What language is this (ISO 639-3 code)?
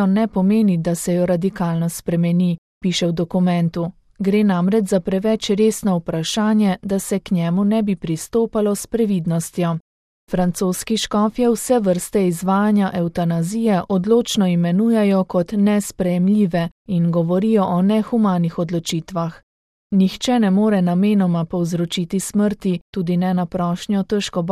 slv